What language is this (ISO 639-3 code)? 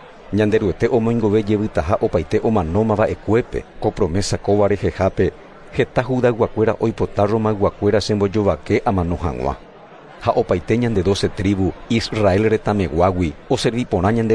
grn